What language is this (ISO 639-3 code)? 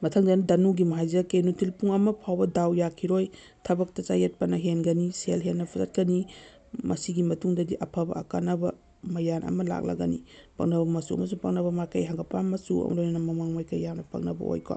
mni